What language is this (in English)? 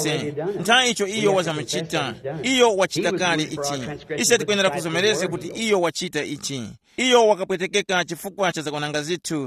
Tumbuka